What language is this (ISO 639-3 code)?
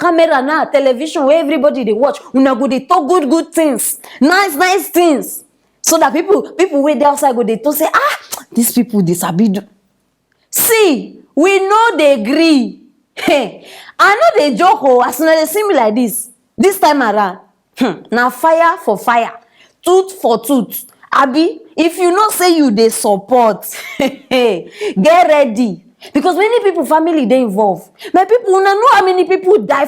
pcm